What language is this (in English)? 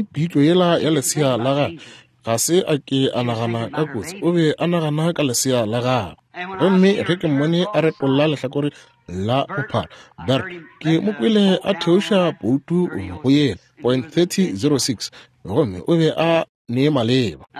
Northern Sotho